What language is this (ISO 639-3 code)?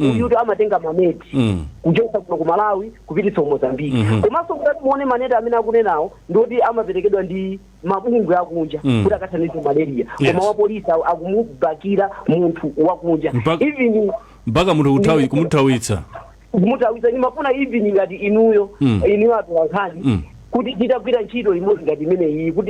nya